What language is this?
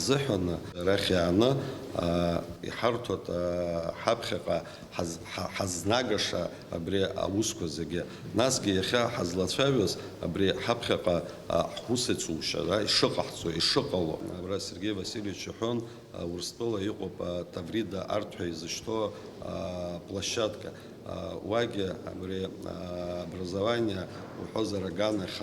Abkhazian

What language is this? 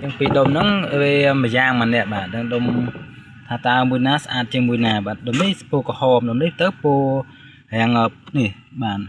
Khmer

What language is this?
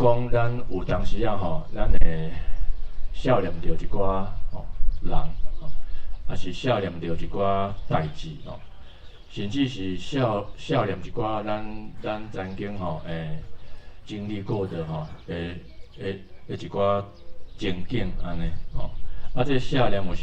Min Nan Chinese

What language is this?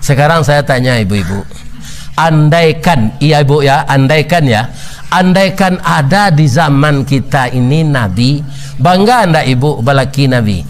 Minangkabau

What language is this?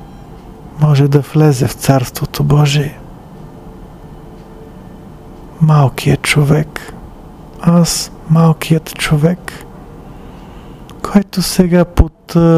Bulgarian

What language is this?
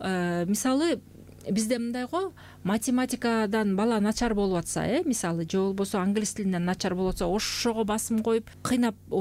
Kyrgyz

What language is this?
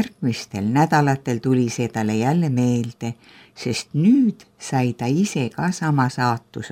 Estonian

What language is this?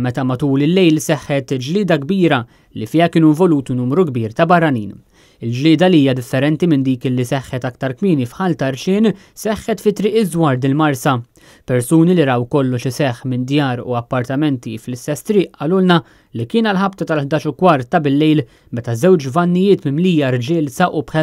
Maltese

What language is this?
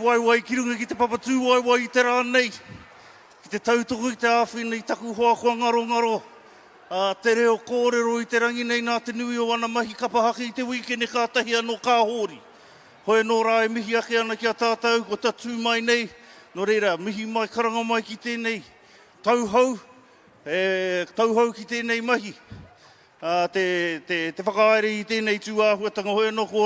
Māori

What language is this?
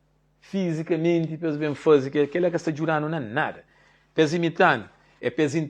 Kabuverdianu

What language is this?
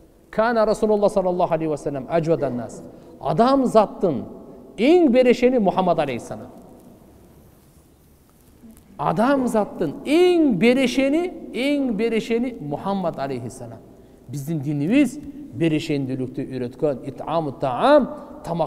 Kyrgyz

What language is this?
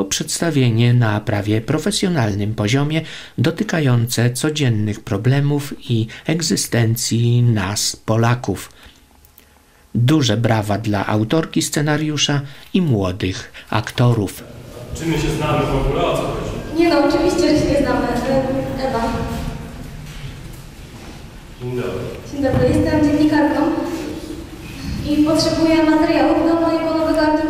Polish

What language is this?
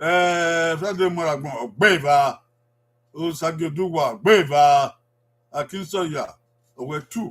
Bini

